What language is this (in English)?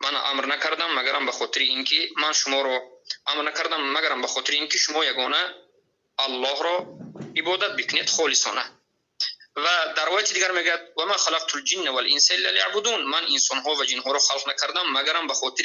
Persian